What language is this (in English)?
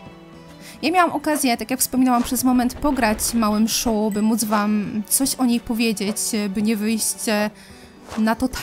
Polish